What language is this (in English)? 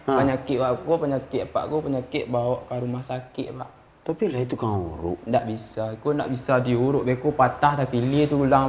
Minangkabau